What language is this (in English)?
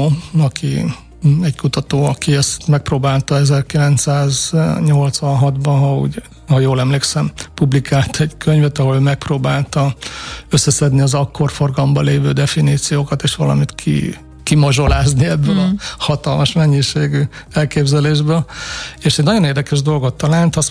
Hungarian